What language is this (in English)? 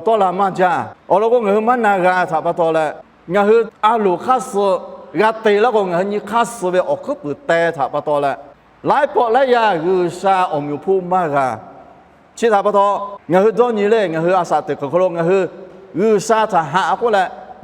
Lahu